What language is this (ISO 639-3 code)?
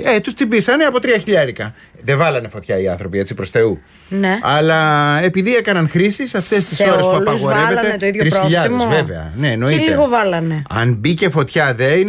ell